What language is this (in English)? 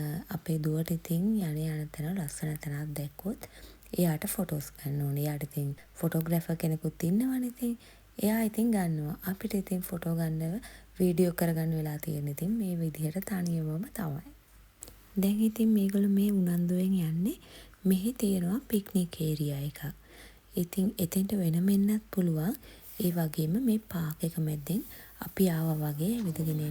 Sinhala